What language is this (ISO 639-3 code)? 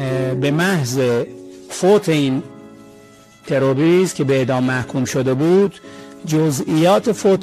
fas